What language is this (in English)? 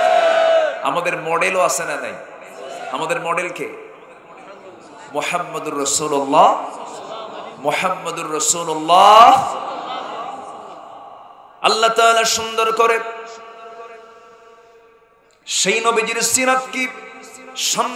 Bangla